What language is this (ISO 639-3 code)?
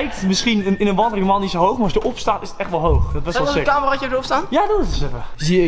nld